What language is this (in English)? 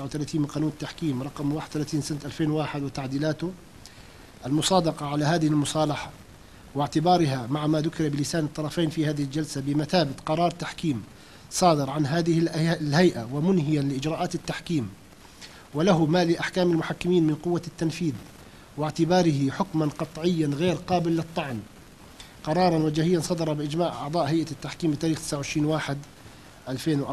North Levantine Arabic